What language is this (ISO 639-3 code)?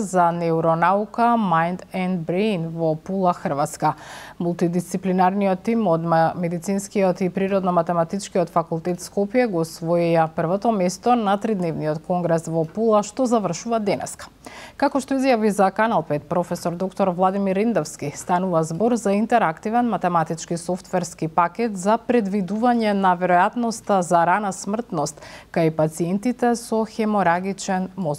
mkd